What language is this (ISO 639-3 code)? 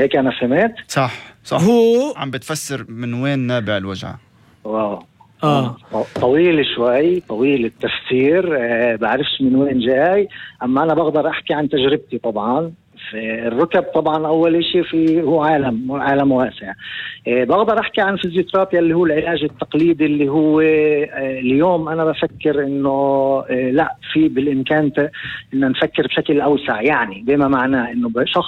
apc